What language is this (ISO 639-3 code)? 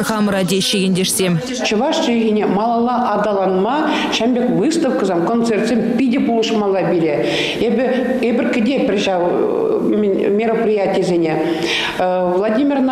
chv